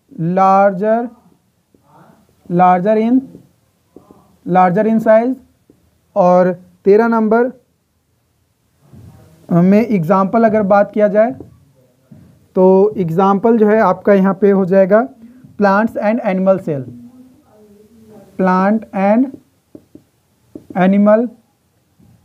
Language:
Hindi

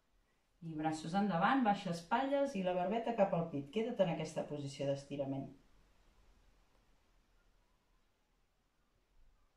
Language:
Catalan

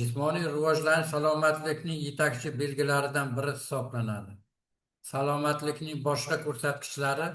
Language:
Uzbek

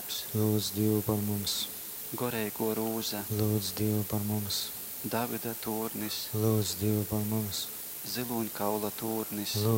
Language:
Latgalian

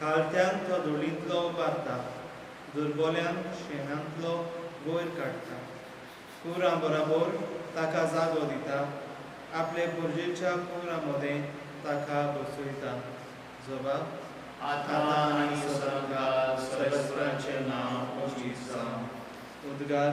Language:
Konkani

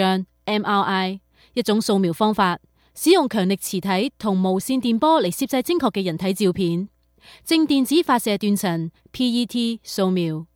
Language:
Cantonese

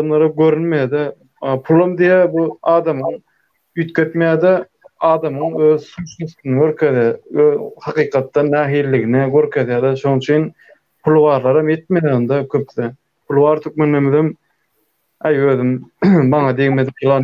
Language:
Turkmen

